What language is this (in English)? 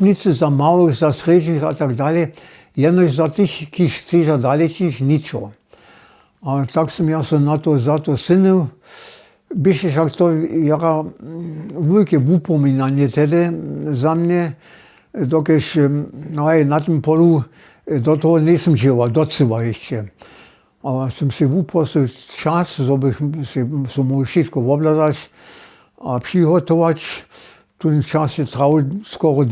Upper Sorbian